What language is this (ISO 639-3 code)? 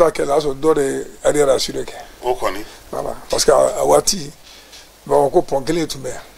bam